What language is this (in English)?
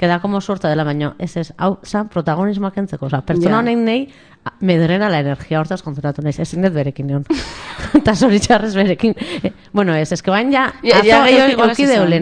Basque